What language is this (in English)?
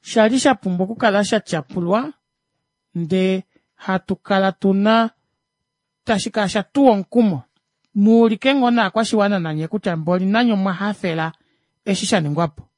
Kuanyama